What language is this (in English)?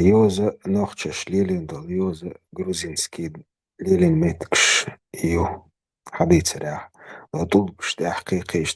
Chechen